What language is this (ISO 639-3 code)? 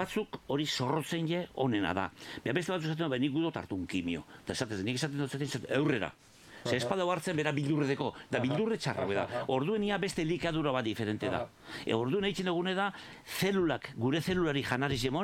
eus